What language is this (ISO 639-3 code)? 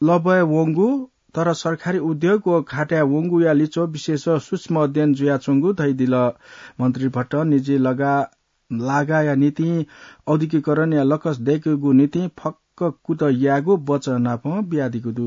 new